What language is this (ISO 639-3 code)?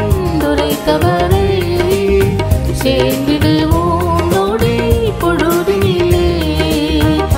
tam